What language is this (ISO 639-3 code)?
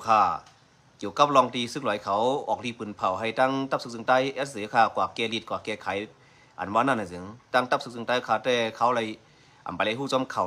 shn